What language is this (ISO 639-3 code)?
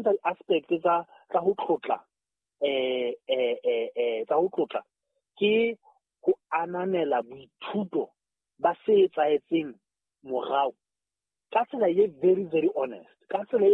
sot